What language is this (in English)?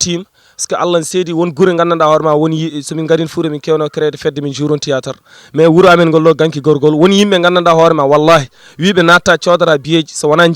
Fula